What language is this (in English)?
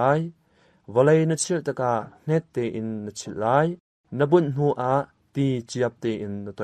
Hakha Chin